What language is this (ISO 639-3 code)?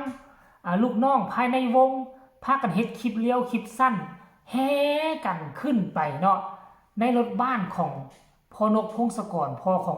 tts